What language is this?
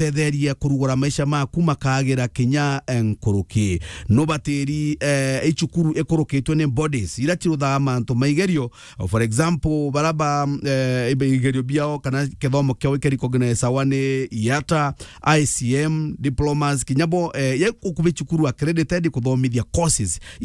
Meru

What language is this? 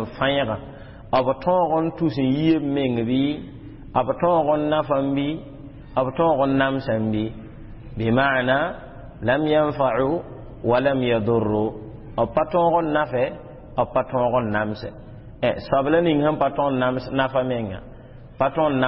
Mossi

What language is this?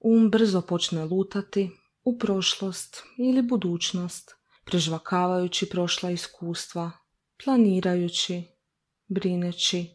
Croatian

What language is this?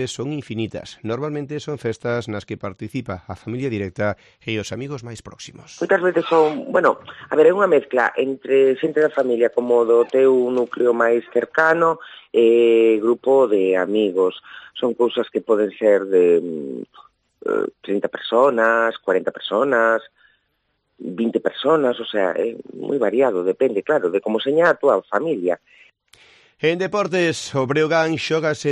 Galician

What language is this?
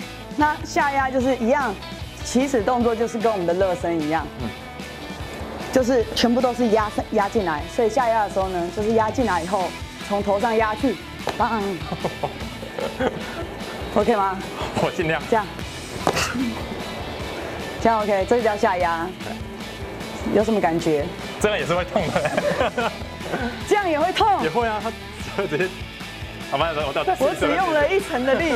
Chinese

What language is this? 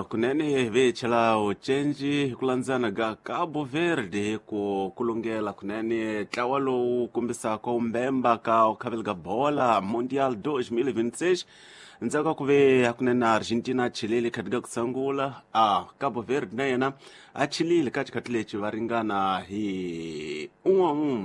Tsonga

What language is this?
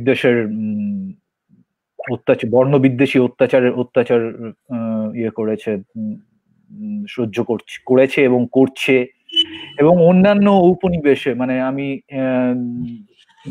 Bangla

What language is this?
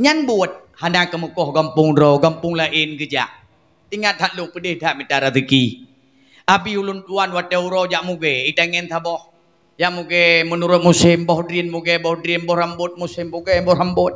Achinese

